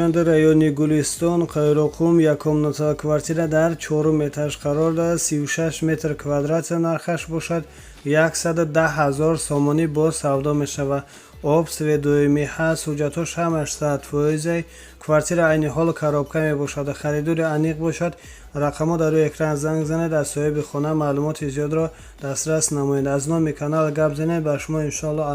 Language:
Tajik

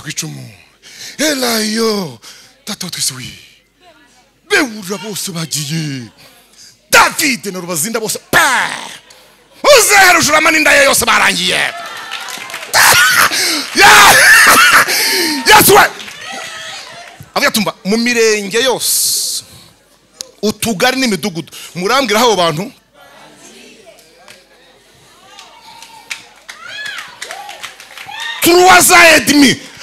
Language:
Kinyarwanda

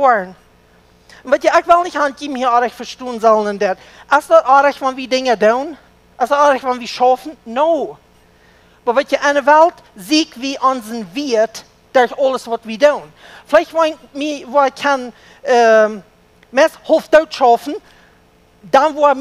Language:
Plautdietsch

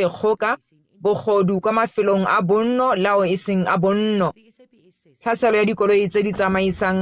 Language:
Tswana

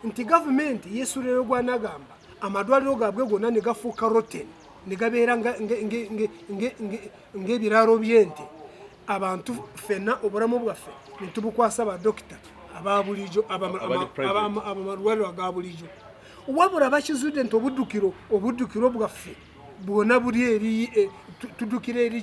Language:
Ganda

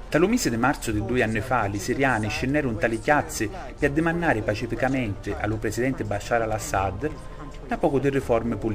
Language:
Sicilian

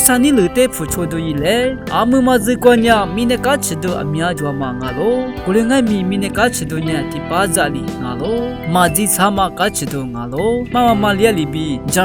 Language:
Lisu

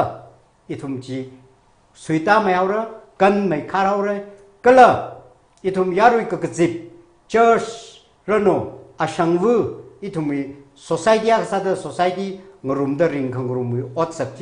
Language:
Tangkhul Naga (India)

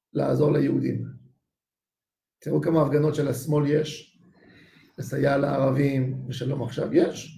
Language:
Hebrew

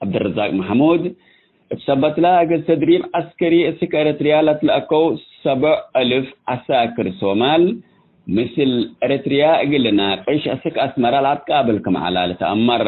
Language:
Tigre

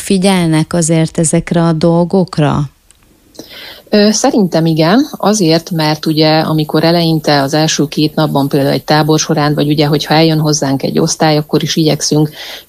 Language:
Hungarian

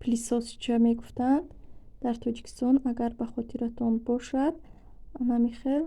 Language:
Tajik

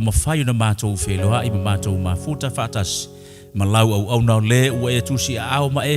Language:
Samoan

